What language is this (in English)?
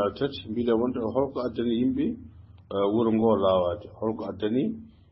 Fula